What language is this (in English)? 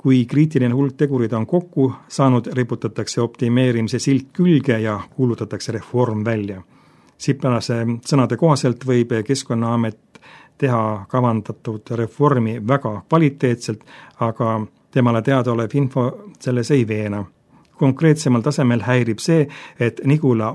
Estonian